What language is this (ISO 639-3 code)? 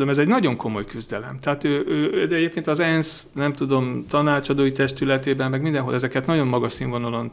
hun